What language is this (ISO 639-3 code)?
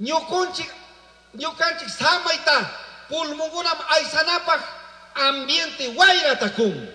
qug